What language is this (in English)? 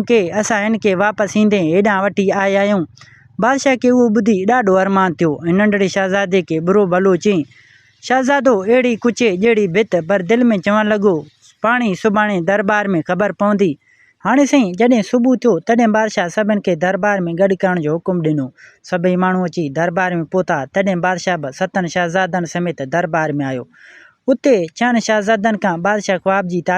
Sindhi